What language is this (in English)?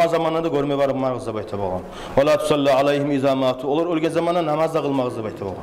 Kumyk